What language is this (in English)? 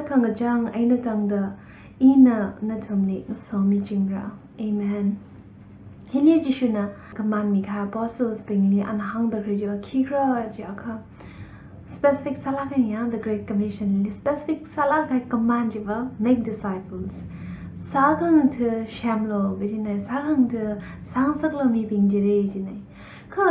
Tangkhul Naga (India)